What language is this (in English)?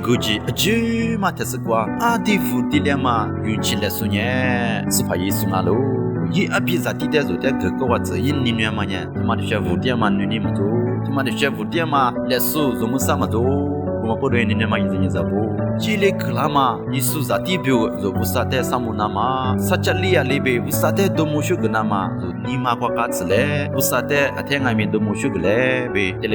Lisu